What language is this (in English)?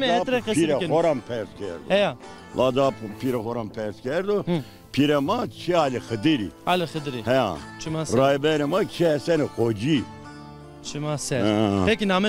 Zaza